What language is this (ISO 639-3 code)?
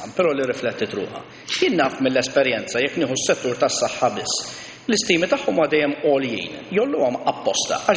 mlt